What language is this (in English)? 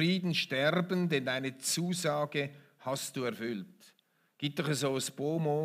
Swiss German